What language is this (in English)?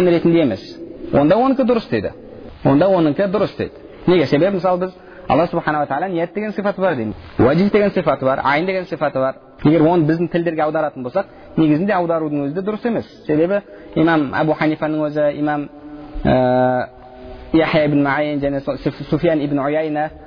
Kazakh